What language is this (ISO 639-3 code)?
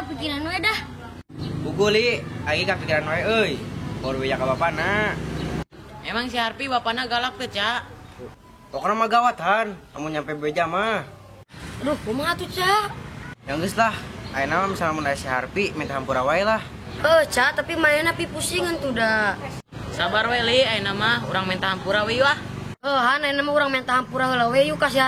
sun